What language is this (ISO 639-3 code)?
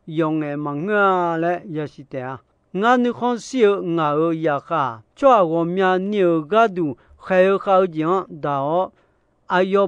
ahk